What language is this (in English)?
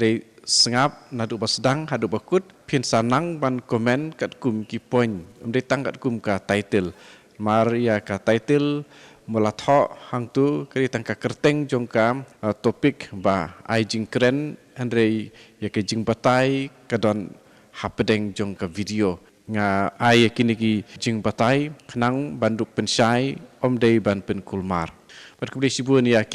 Khasi